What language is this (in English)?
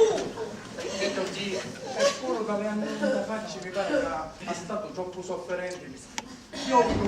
Sicilian